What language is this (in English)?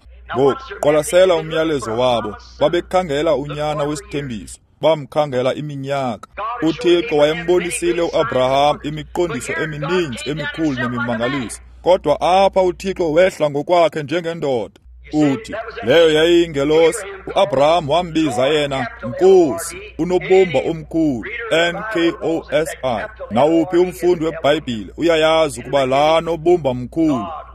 Xhosa